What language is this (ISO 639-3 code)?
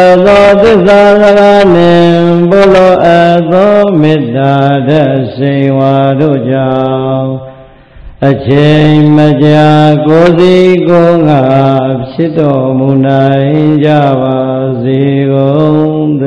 mya